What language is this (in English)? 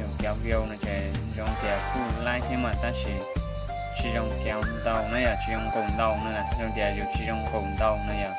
Hmong